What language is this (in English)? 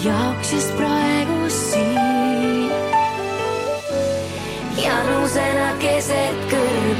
Estonian